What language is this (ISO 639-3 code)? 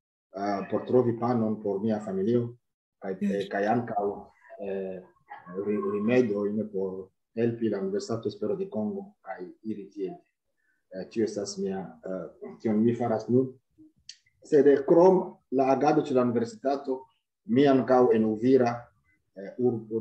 epo